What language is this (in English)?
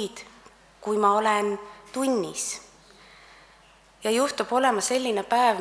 Estonian